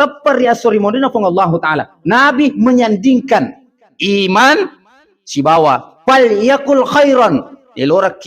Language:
Buginese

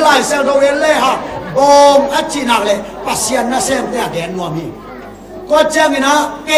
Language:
Tedim Chin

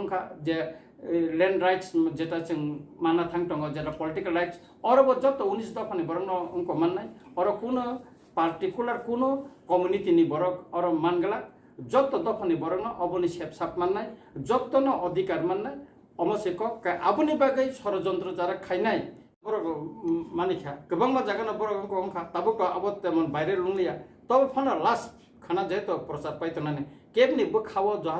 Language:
Kok Borok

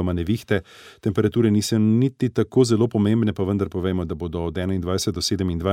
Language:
Slovenian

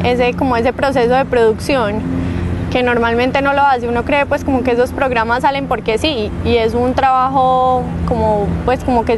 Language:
Spanish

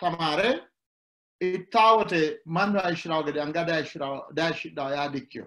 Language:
Sidamo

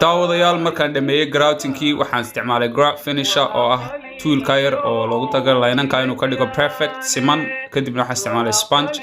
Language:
Somali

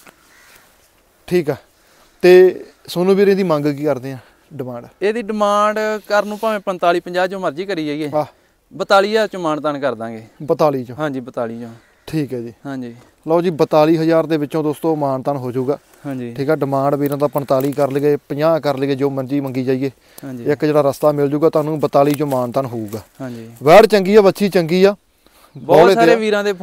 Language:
Punjabi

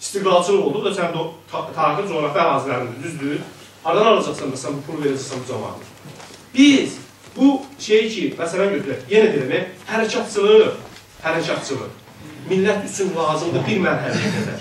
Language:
South Azerbaijani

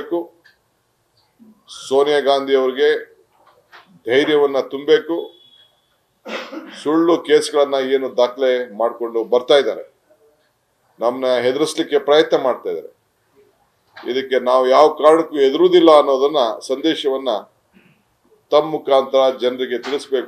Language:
Kannada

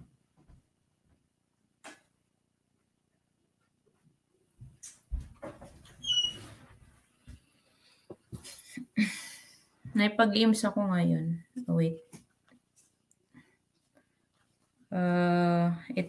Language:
Filipino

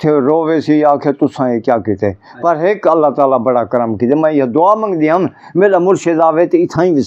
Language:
Saraiki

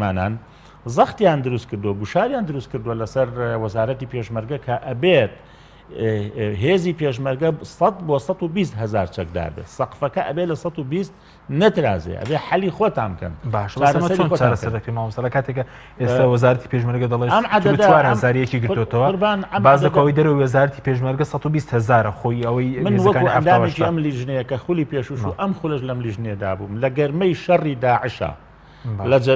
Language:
Central Kurdish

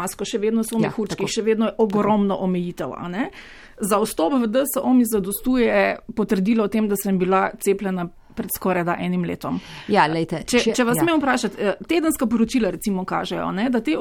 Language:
Slovenian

